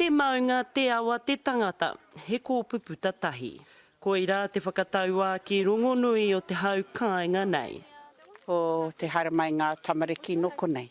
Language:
Māori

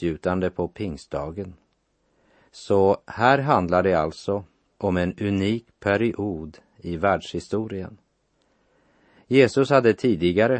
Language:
Swedish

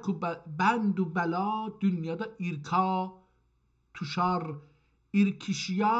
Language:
South Azerbaijani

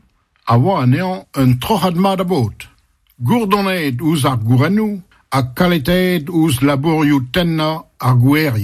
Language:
Breton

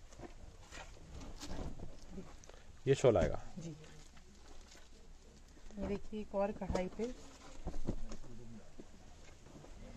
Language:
Hindi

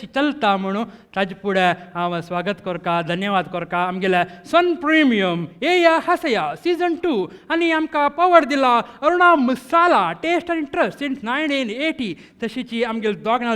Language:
Konkani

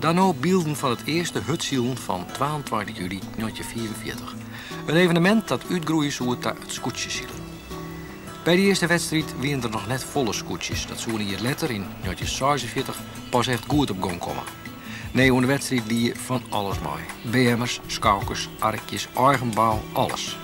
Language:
Western Frisian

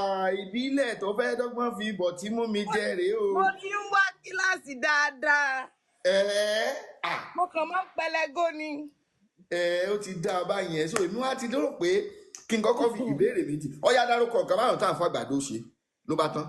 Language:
Yoruba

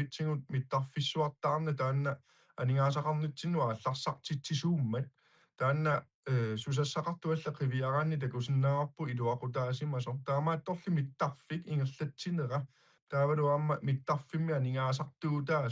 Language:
Kalaallisut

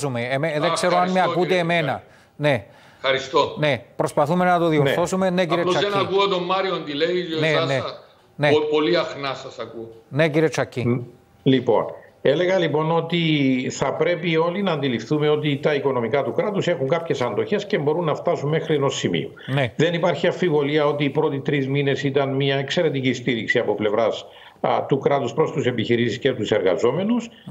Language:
Greek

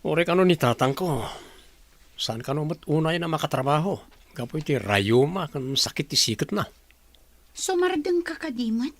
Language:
Iloko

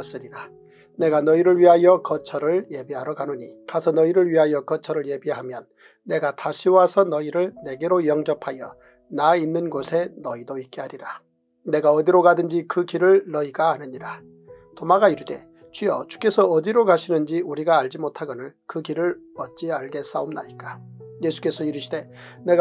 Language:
Korean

